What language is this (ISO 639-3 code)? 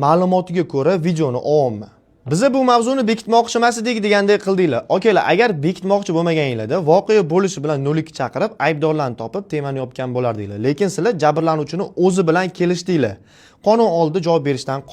uzb